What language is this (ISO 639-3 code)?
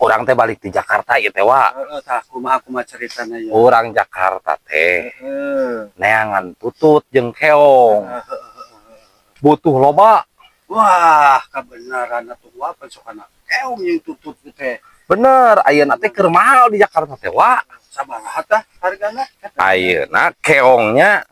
sun